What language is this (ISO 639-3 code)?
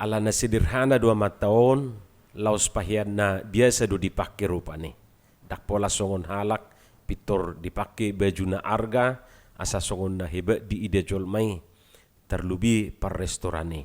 bbc